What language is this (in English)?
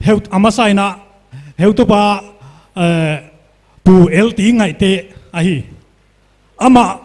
Paite Chin